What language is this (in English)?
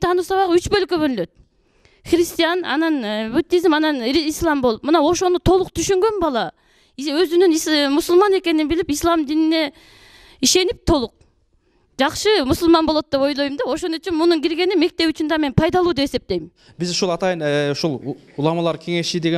Kyrgyz